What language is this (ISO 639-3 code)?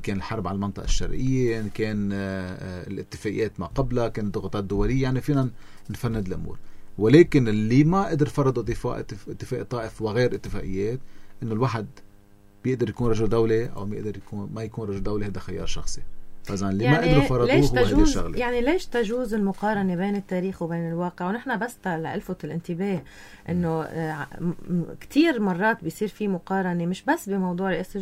apc